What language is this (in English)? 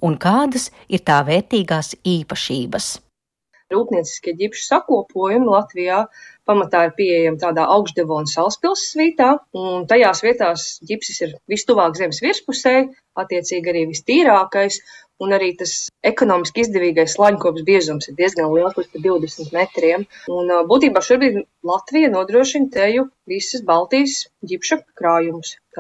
Latvian